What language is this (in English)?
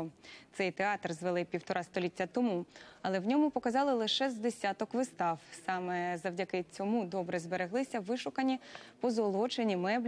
Ukrainian